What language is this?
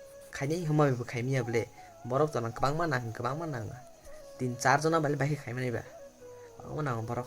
Kok Borok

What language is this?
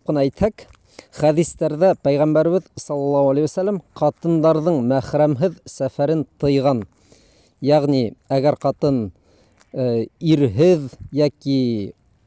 Bashkir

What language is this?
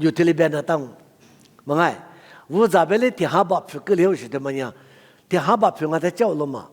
Lisu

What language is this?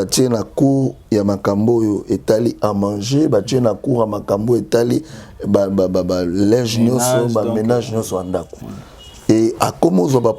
Lingala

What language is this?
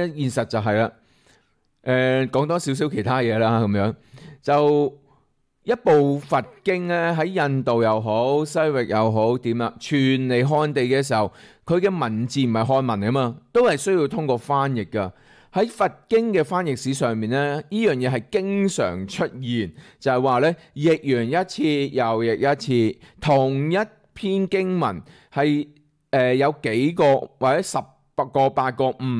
Cantonese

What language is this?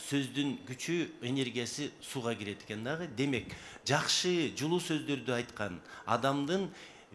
Kyrgyz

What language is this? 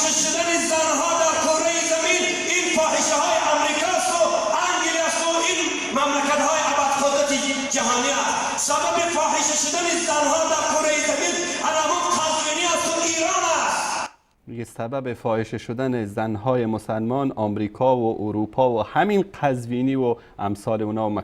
Persian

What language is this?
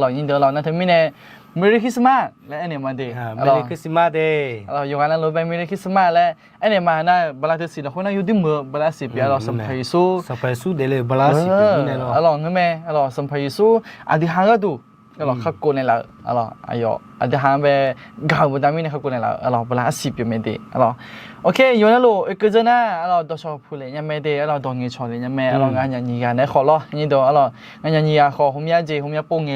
Akha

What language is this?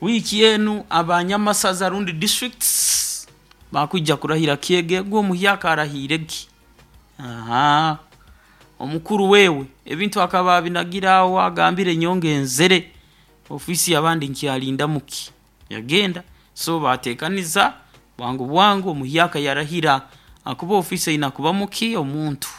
Nyoro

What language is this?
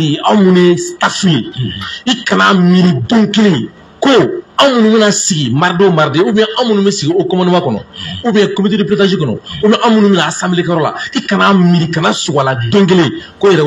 Bambara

